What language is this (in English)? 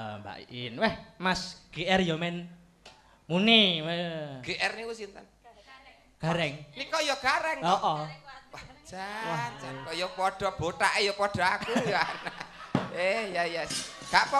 Javanese